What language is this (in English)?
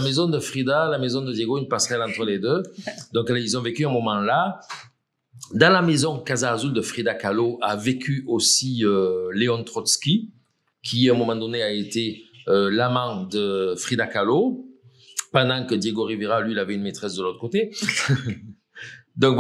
French